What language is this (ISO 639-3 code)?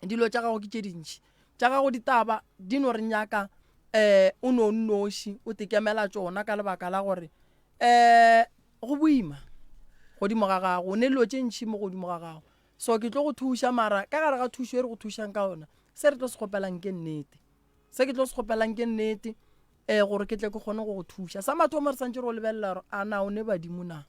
nso